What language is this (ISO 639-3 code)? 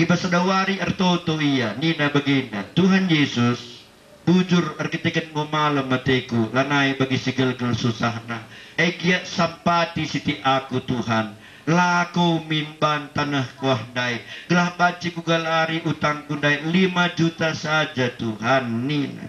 btx